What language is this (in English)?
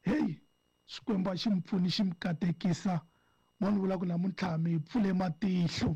Tsonga